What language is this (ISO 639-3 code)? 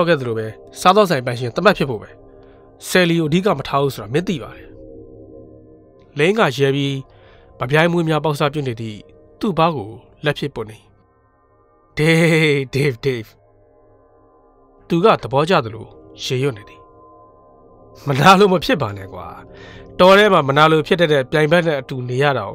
mya